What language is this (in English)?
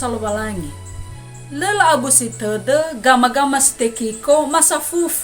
Nias